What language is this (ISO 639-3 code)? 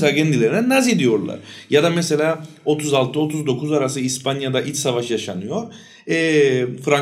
tur